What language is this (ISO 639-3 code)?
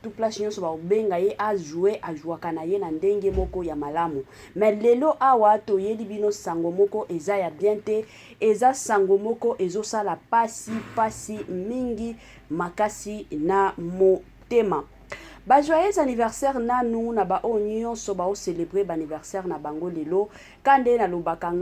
lin